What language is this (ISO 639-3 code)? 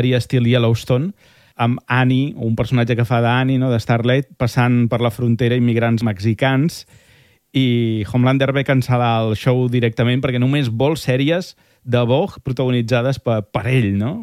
cat